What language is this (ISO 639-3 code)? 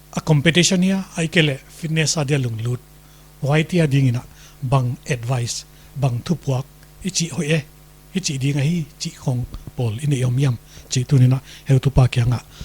pck